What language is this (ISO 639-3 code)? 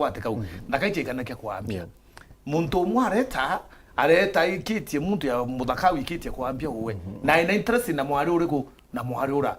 mer